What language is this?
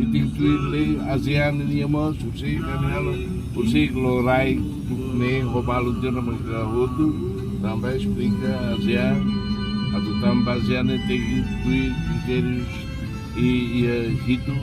Tetum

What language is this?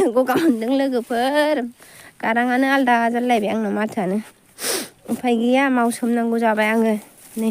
Bodo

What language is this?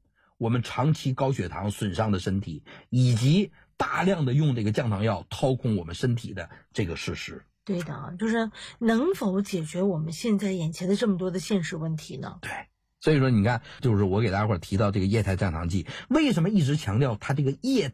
Chinese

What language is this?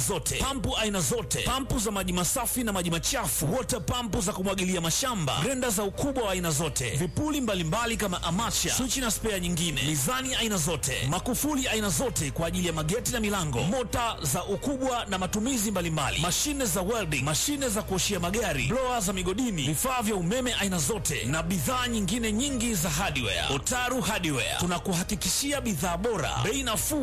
Swahili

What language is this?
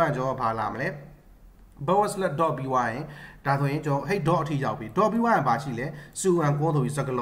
Burmese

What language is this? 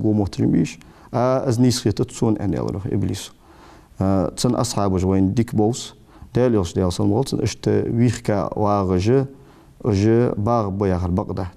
Ingush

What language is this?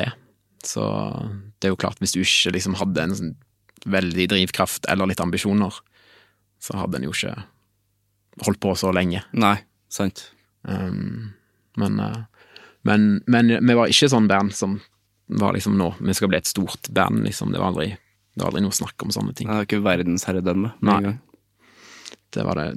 Norwegian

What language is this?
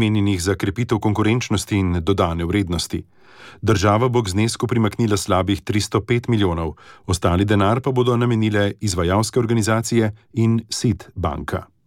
Slovenian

